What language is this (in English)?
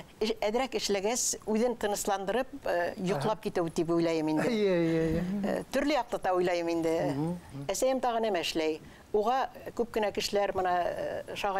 Bashkir